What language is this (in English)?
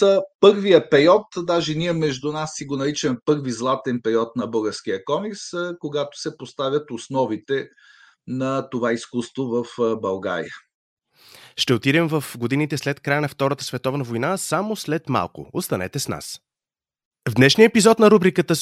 Bulgarian